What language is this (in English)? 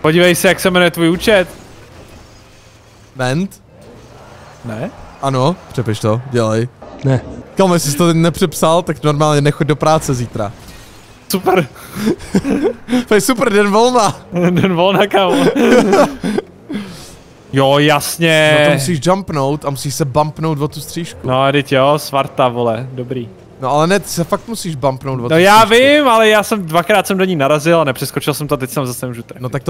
Czech